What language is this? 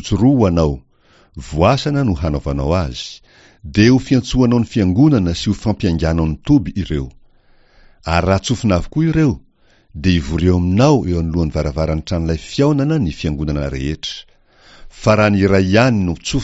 Malagasy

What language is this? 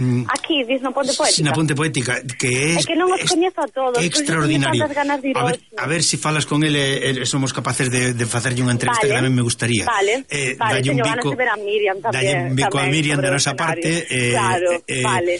Galician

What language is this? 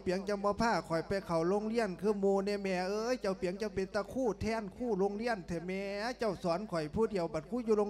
Lao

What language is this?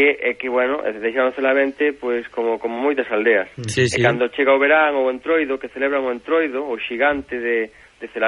Galician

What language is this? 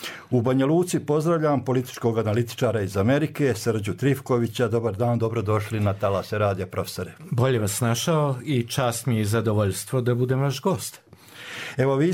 Serbian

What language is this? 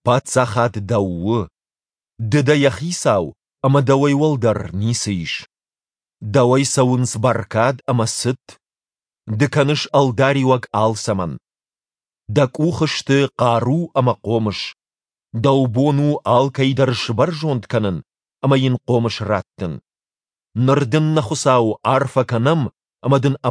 Ossetic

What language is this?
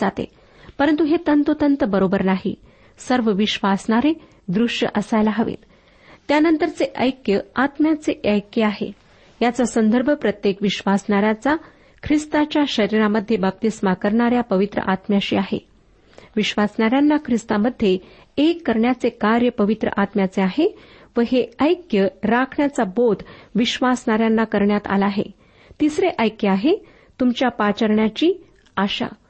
Marathi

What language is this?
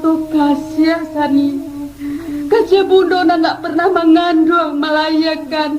Minangkabau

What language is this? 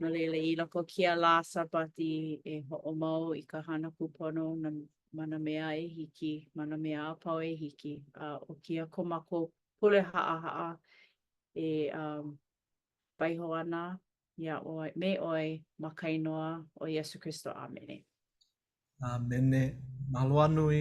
Hawaiian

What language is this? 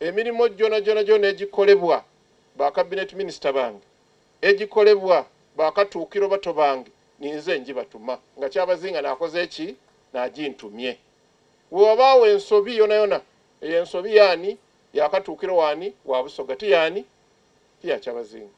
Soga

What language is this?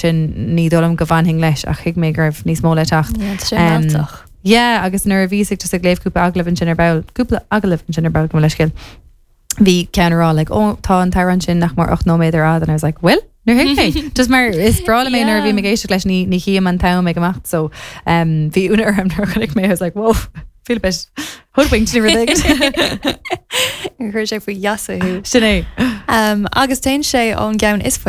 Irish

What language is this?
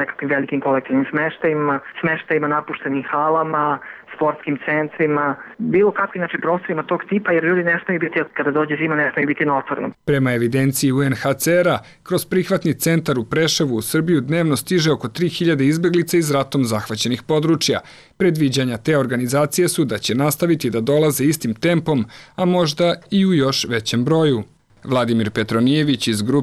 Serbian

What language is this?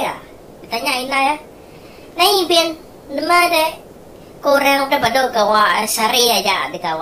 Iban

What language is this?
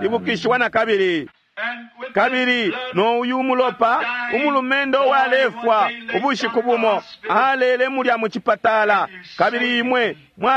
Bemba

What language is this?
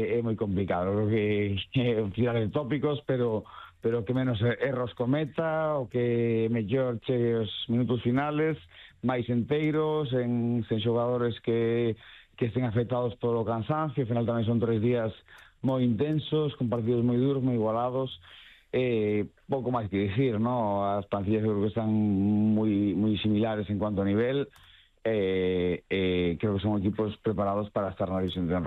Galician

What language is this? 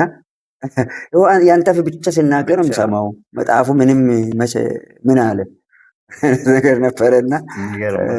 Amharic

